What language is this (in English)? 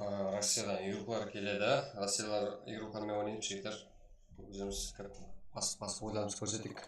Kara-Kalpak